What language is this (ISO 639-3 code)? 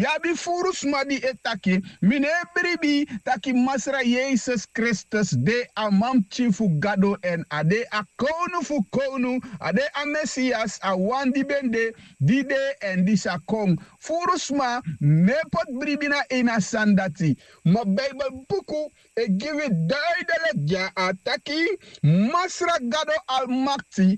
srn